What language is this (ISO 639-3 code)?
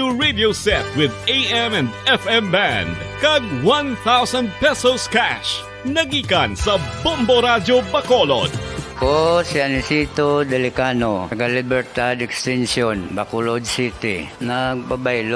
hil